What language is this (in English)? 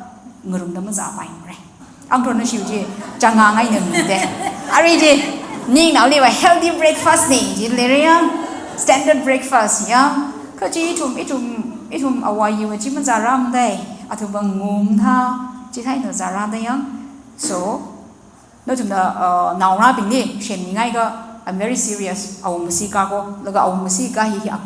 Tangkhul Naga (India)